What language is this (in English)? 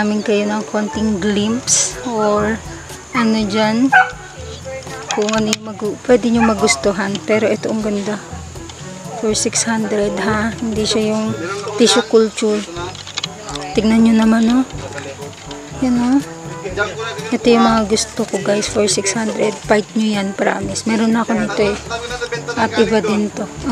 Filipino